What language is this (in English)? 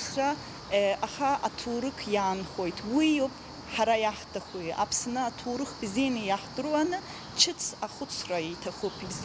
Abkhazian